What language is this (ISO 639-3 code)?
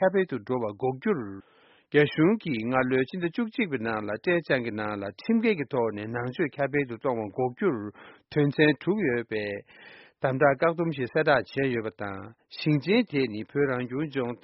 bod